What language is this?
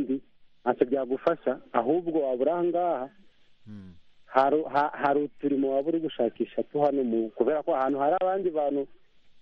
Kinyarwanda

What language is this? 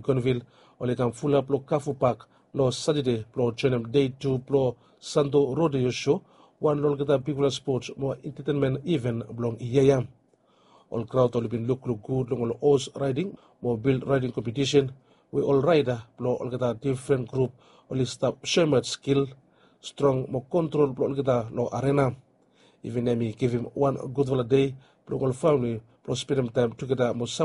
Bislama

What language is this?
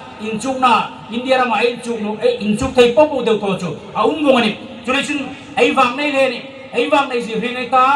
Hmar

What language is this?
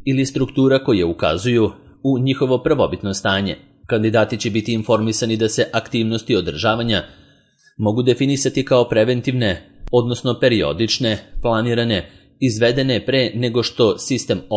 Serbian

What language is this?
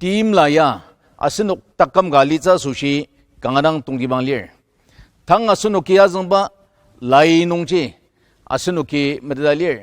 Ao Naga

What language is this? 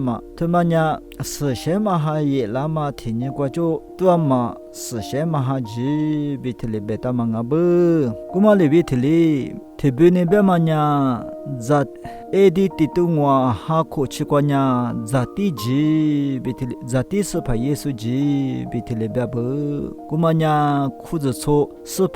Lisu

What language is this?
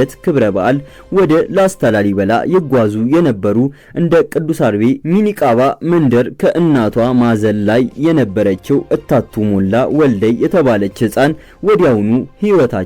Amharic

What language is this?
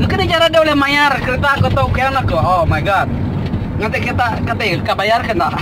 Iban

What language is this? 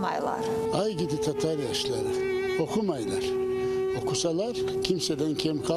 Crimean Tatar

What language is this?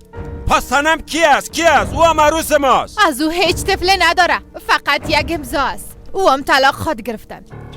Persian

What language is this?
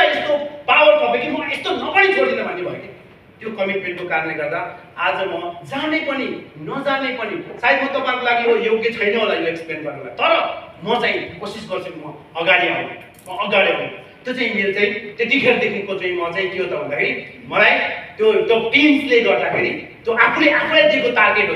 Nepali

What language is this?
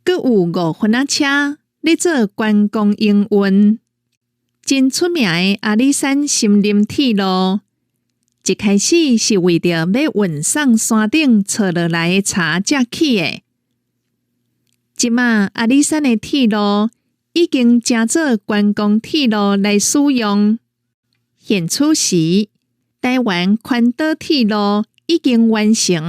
Min Nan Chinese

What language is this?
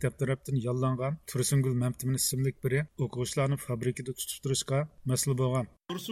Uyghur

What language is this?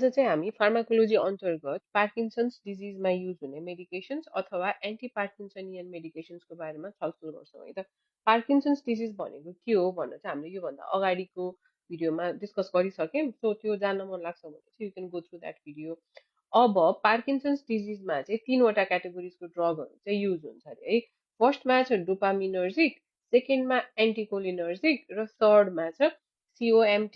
Nepali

